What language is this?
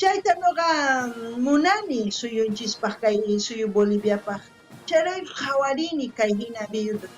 South Bolivian Quechua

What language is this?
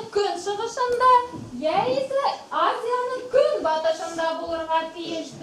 Bashkir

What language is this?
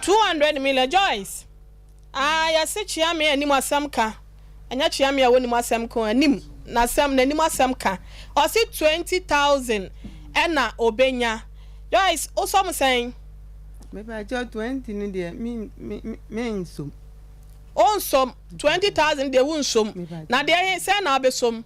Akan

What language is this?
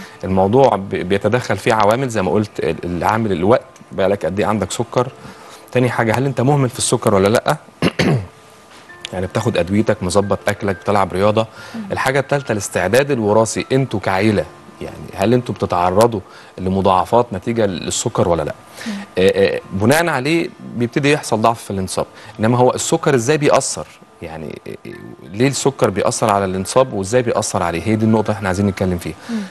Egyptian Arabic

